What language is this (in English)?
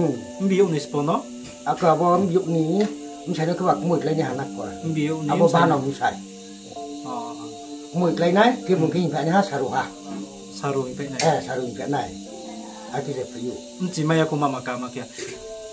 Riang (India)